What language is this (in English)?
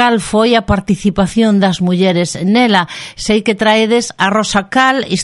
Galician